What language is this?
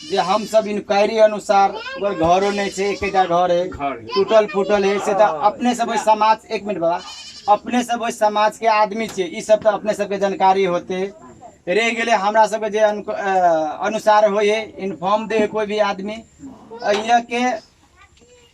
Maithili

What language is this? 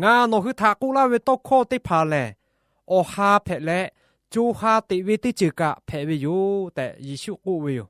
Lahu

